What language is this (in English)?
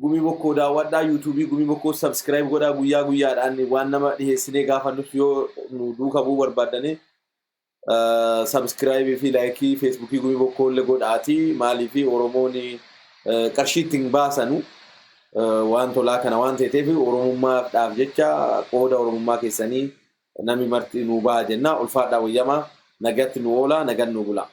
Oromo